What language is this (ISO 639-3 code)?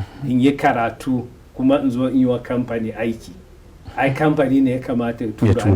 hau